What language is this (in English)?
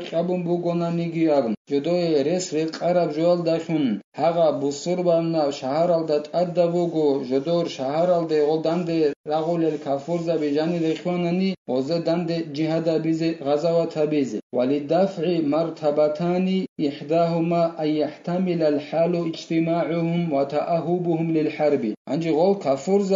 Avaric